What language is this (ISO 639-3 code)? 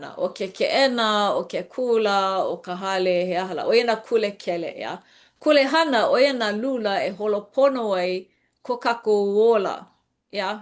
haw